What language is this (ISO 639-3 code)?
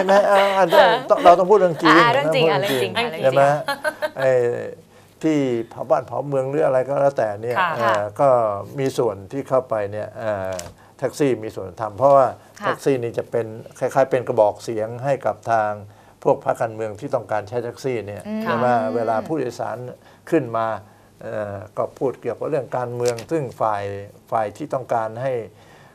tha